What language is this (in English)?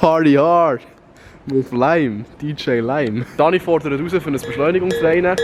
Swiss German